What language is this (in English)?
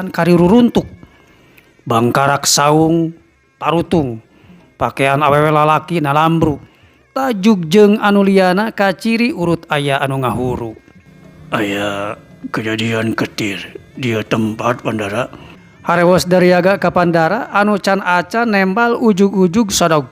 Sundanese